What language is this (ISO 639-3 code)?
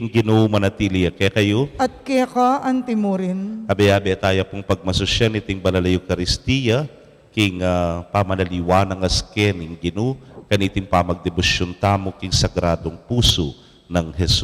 pam